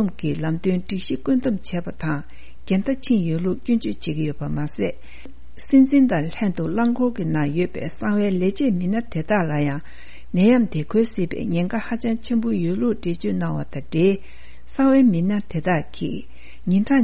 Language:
Tibetan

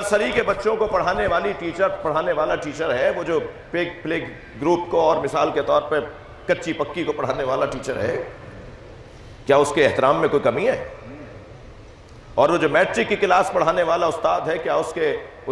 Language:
Urdu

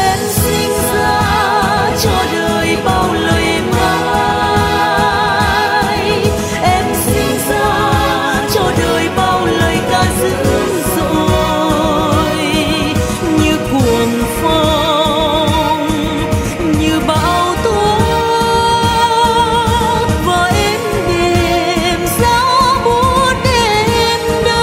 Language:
Vietnamese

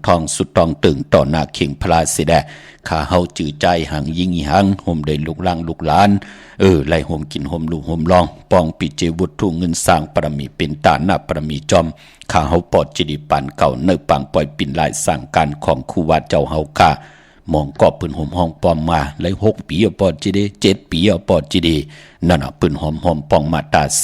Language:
Shan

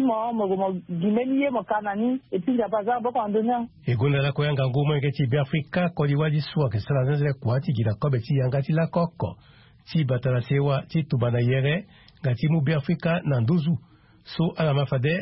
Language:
Sango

